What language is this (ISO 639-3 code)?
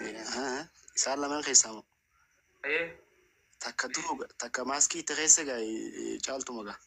orm